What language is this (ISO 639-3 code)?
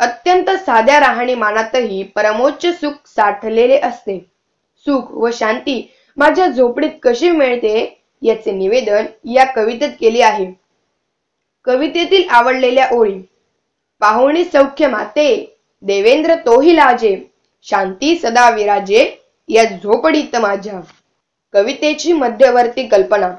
mar